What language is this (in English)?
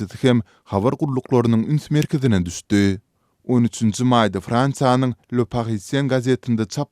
Turkmen